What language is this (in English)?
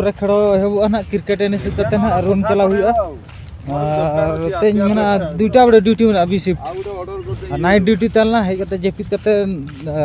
Santali